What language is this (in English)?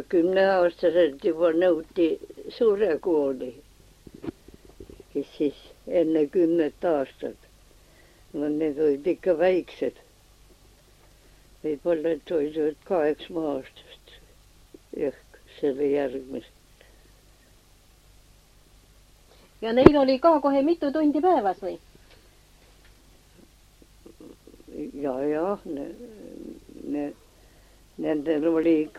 Estonian